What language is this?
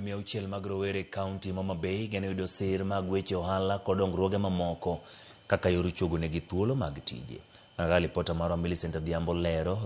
Luo (Kenya and Tanzania)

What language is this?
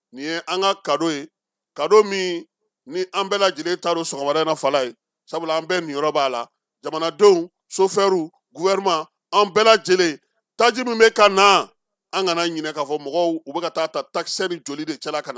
Bambara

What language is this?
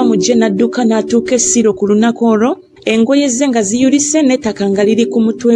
Ganda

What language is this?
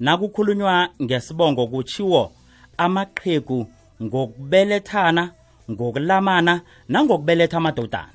South Ndebele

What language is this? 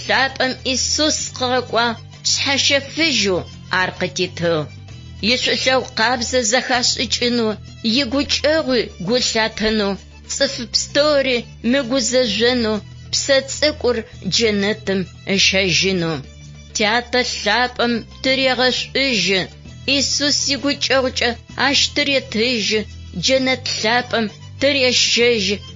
Adyghe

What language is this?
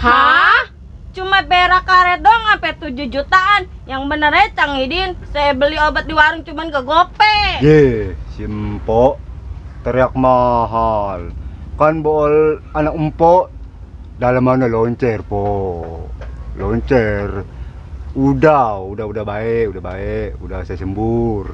Betawi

